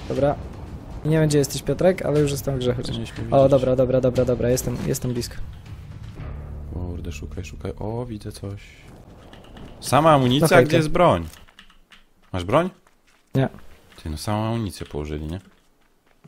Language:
Polish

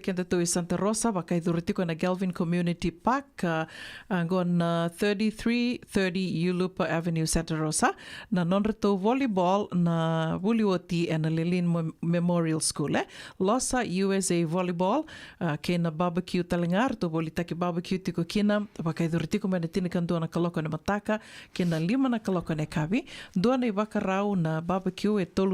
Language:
Fijian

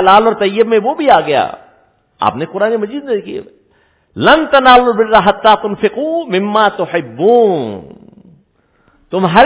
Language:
Urdu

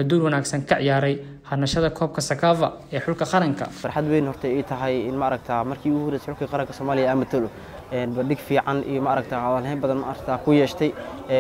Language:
Somali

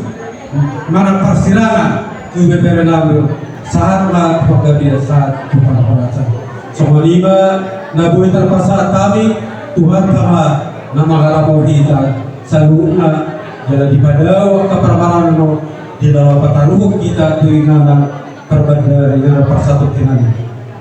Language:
Batak Toba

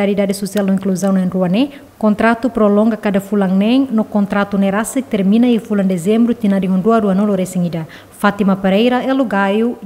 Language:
Tetum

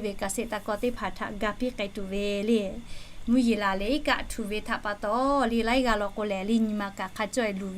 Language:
Lahu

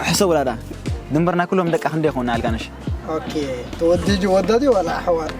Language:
Tigrinya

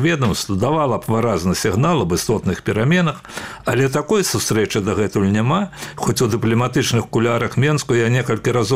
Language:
Belarusian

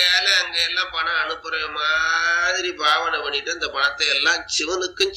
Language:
Tamil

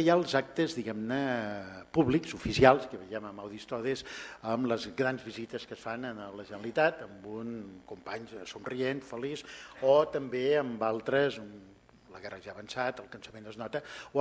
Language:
Catalan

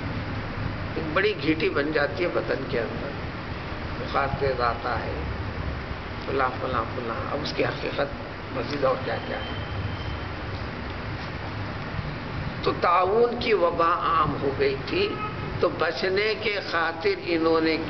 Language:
Urdu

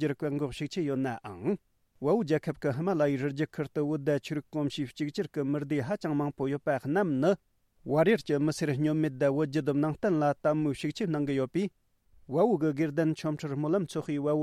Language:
Tibetan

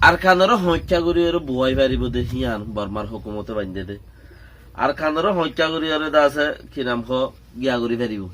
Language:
Rohingya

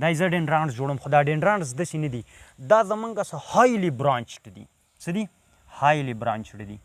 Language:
Pashto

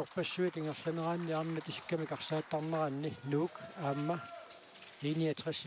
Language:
Kalaallisut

